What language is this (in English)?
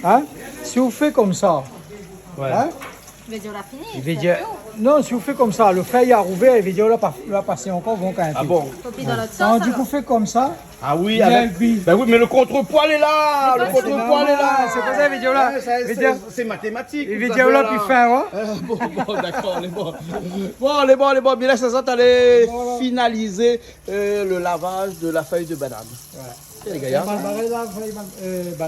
Réunion Creole French